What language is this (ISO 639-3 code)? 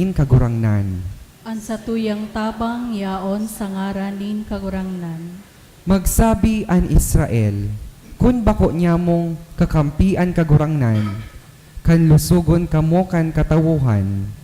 bik